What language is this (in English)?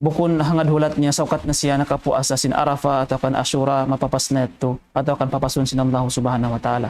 Tausug